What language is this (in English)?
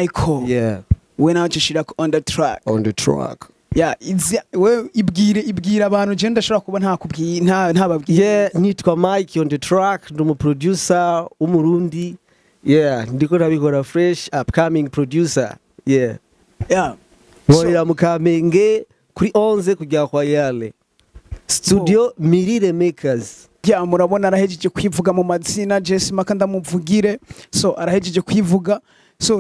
Rundi